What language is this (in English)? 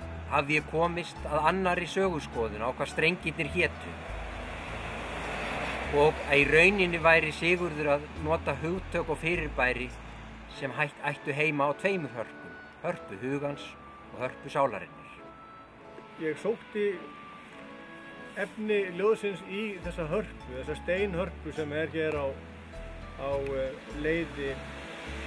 Icelandic